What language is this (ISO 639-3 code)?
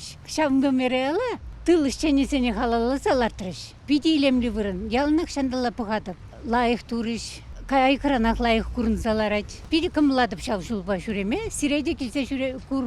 chv